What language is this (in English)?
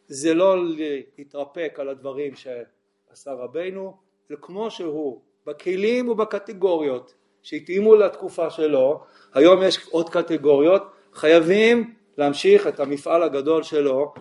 Hebrew